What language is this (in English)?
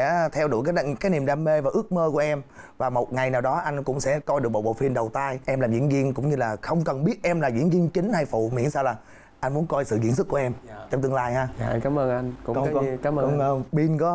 Vietnamese